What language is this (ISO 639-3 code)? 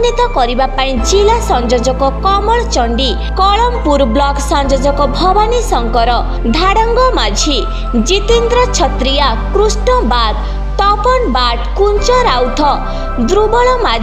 ori